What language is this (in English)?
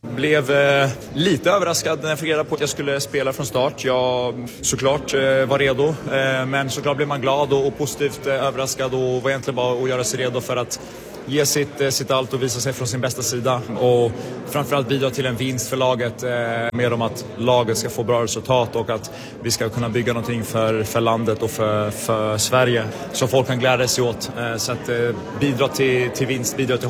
Swedish